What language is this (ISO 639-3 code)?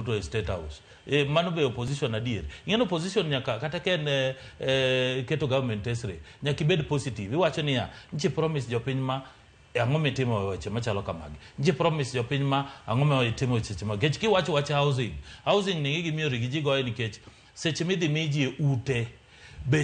luo